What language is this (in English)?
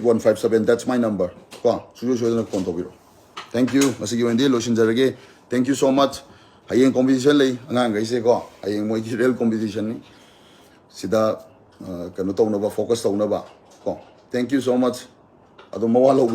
Manipuri